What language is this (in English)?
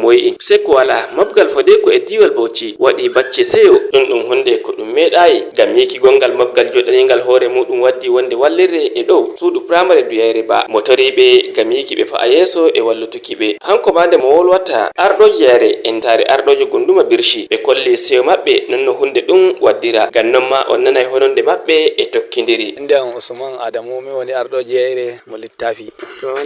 Fula